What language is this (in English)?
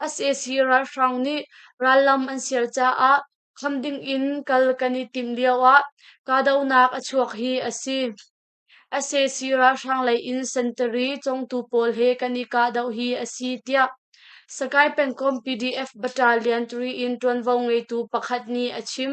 Hakha Chin